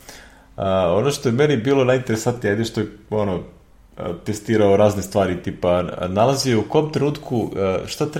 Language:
Serbian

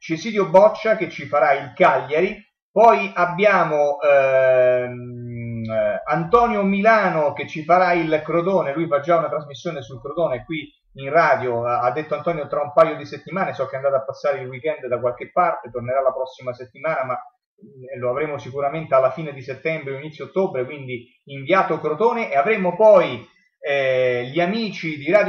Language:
Italian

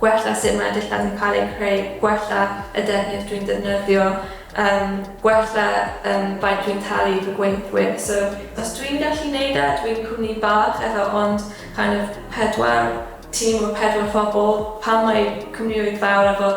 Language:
Welsh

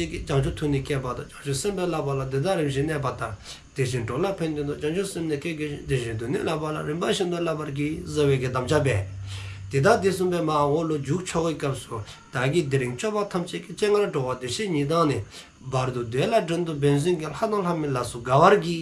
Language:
Dzongkha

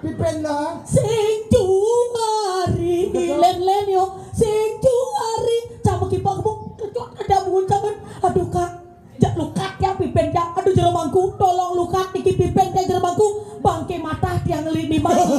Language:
Balinese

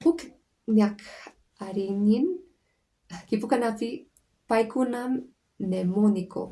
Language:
Quechua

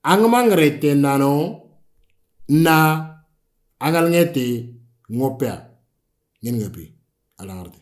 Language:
Moro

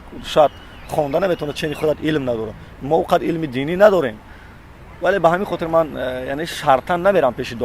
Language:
Tajik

